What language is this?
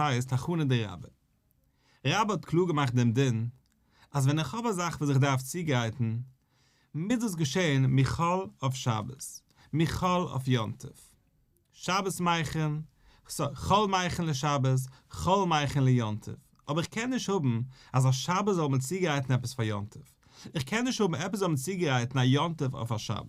Yiddish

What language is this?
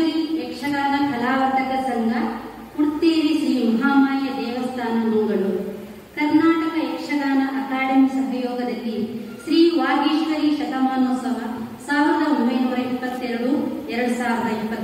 Kannada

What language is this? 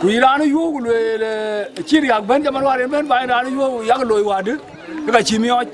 Dinka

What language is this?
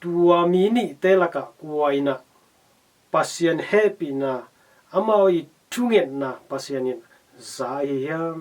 Tedim Chin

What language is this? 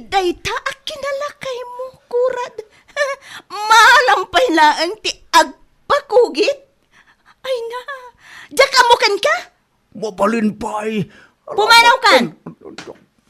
Iloko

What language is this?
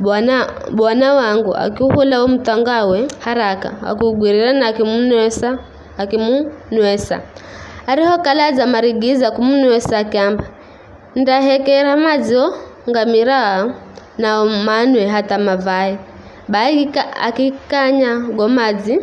Giryama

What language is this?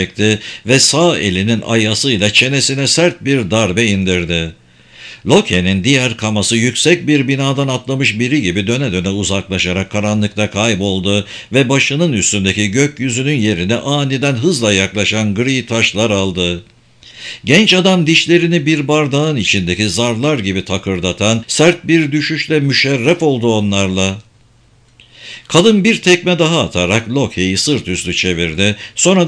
Turkish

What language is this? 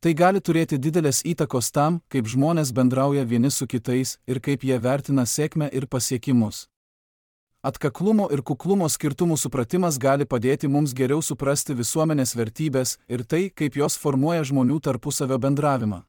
Lithuanian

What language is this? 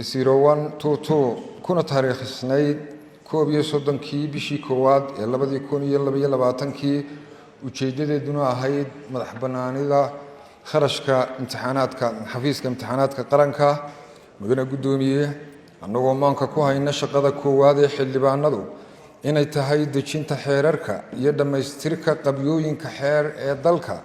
Somali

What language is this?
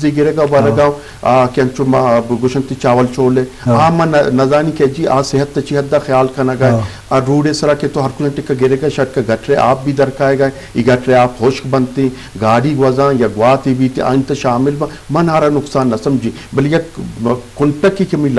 Eastern Balochi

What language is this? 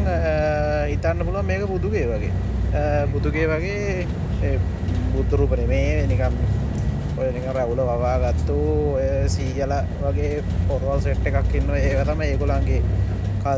Sinhala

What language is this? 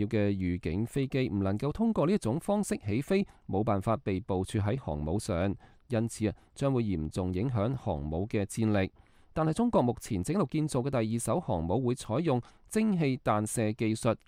Cantonese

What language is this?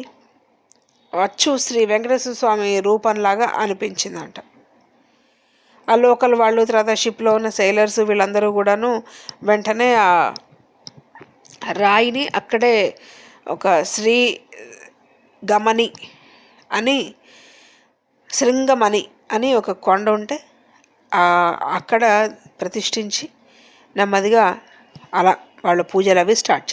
Telugu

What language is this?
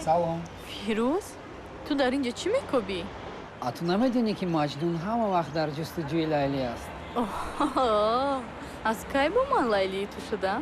Tajik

